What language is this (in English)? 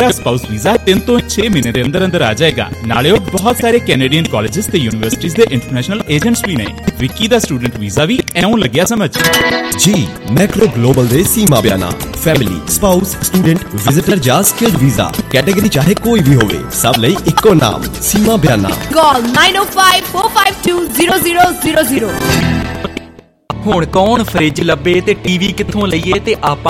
Punjabi